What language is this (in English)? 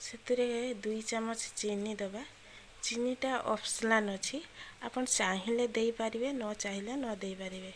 Odia